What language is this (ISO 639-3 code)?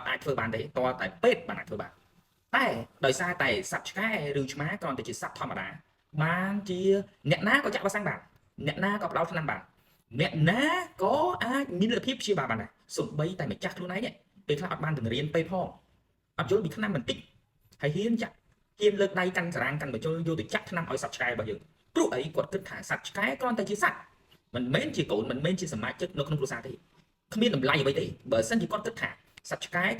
khm